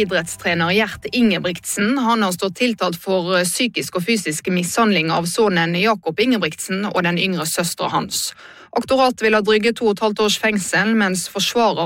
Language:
Norwegian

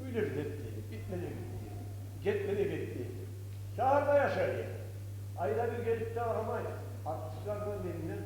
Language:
Kumyk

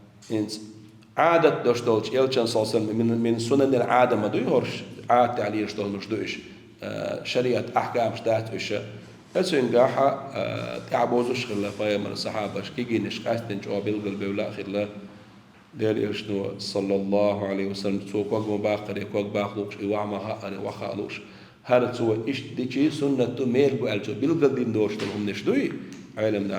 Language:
Chechen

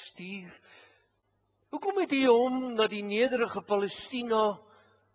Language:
Afrikaans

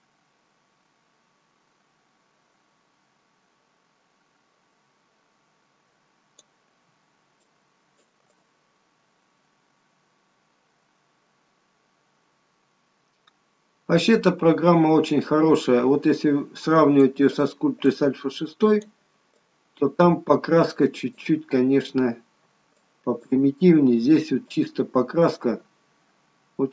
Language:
Russian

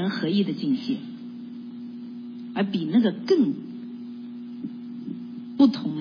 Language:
Chinese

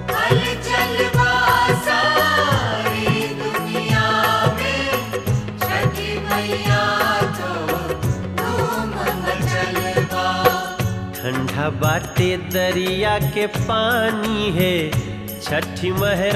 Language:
Bhojpuri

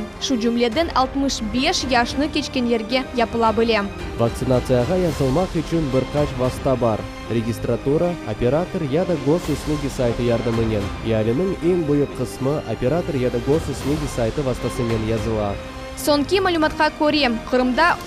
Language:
Crimean Tatar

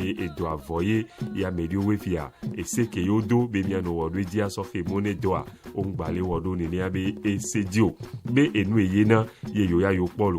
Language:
Ewe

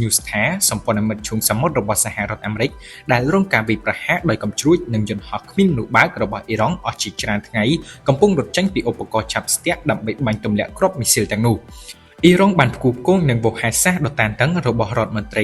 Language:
Khmer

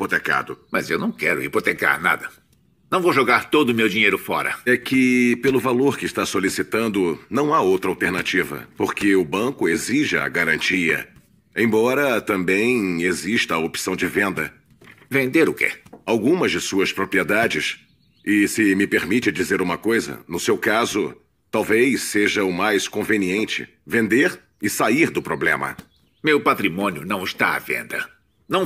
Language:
Portuguese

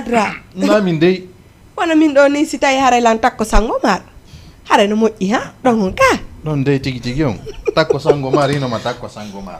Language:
Fula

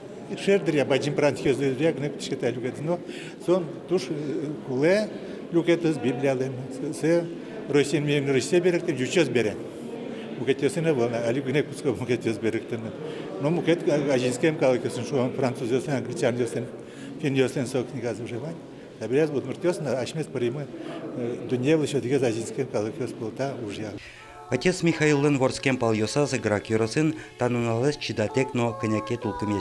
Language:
Udmurt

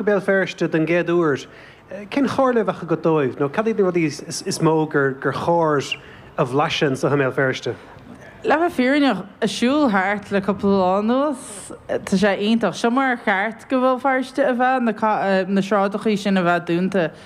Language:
Irish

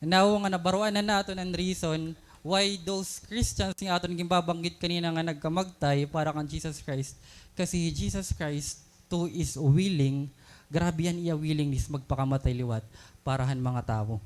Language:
Waray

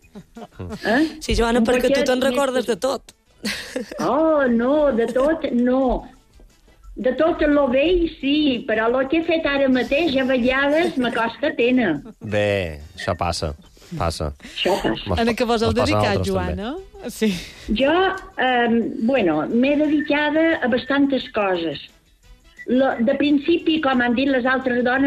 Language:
Catalan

